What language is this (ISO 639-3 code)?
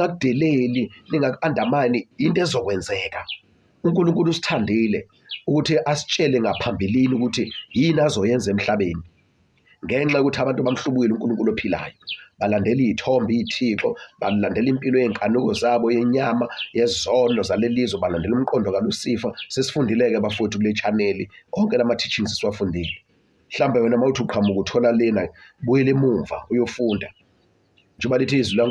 zul